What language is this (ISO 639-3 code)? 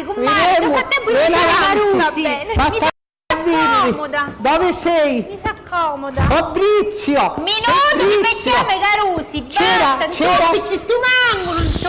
scn